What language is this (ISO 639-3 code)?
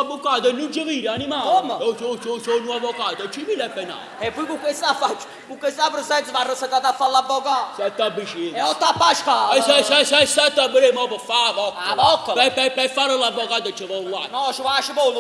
nap